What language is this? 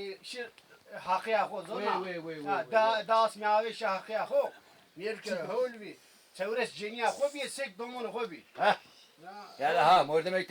Zaza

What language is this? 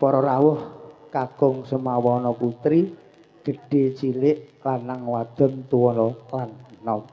Javanese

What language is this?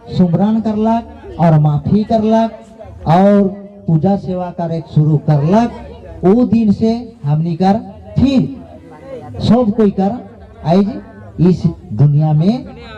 Sadri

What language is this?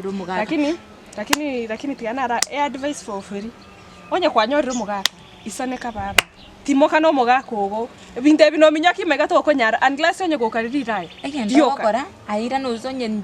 Gusii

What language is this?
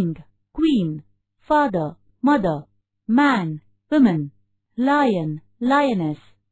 English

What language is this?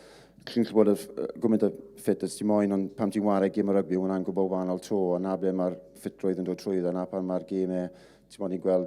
Welsh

